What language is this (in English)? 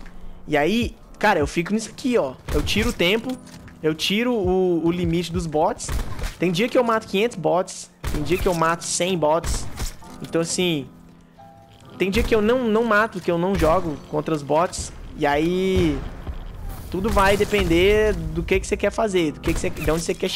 Portuguese